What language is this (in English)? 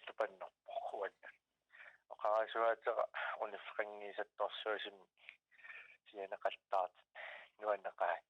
Kalaallisut